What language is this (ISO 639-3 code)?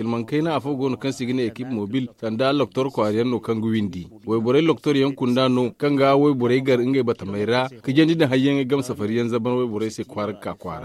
dje